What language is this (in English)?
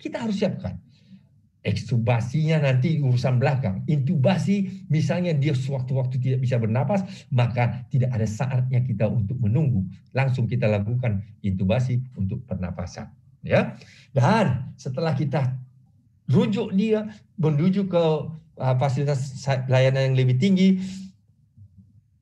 Indonesian